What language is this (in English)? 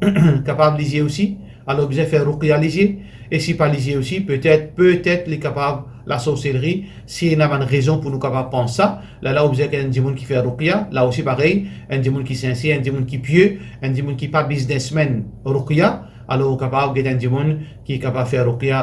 Morisyen